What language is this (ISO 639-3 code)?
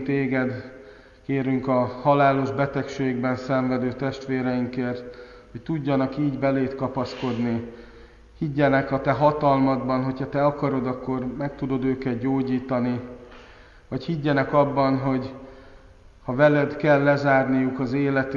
hun